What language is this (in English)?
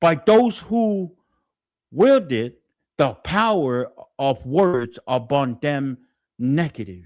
Samoan